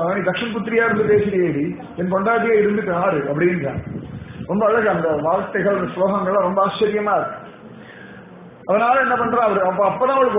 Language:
Tamil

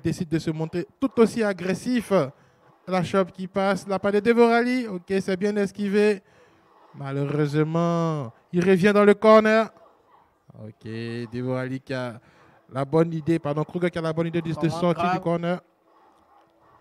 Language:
French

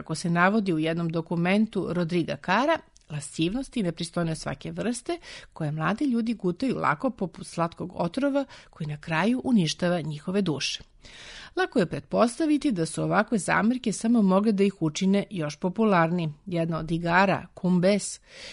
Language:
Serbian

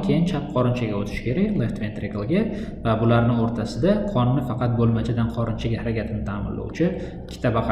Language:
Uzbek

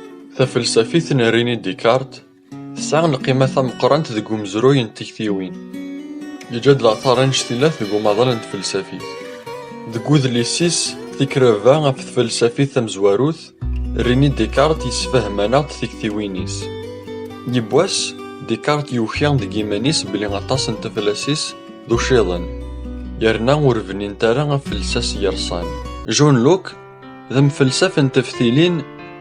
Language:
Kabyle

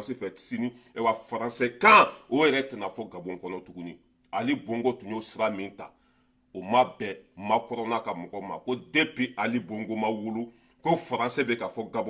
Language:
Bambara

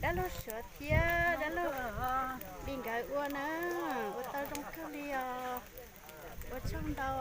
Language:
Hmong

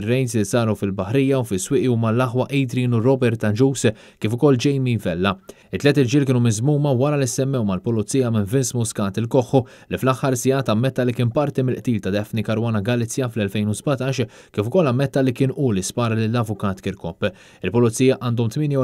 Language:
Maltese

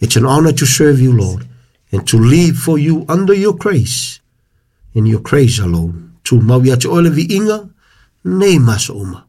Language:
Samoan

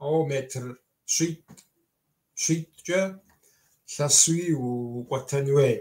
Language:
Kabardian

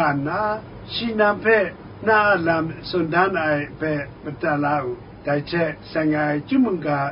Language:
Kachin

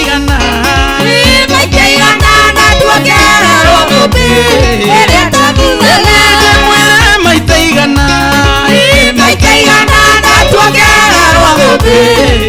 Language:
Kikuyu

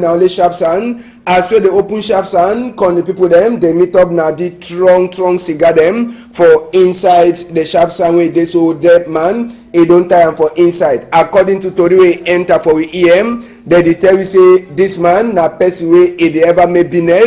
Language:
Cameroon Pidgin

